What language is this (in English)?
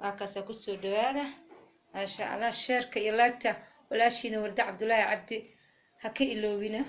Somali